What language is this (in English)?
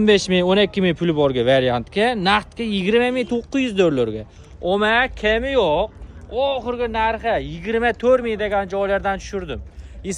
Uzbek